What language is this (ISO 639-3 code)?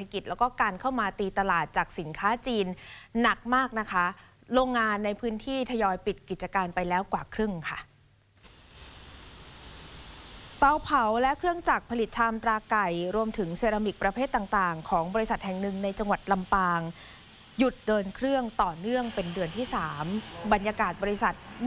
tha